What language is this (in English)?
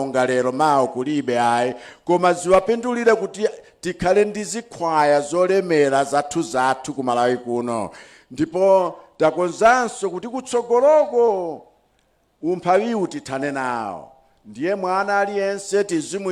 Nyanja